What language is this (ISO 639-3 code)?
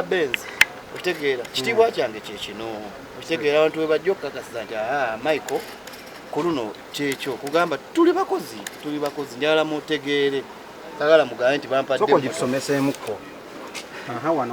lug